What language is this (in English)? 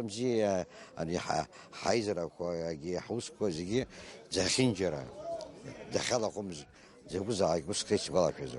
Abkhazian